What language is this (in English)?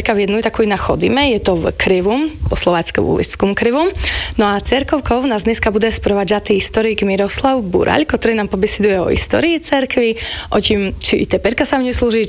Slovak